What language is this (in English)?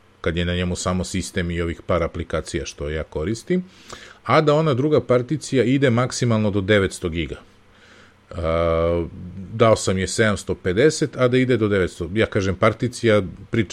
Serbian